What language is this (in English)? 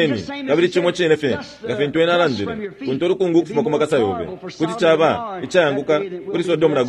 Bemba